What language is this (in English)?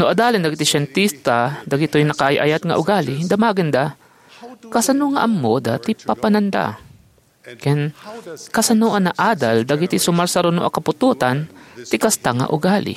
Iloko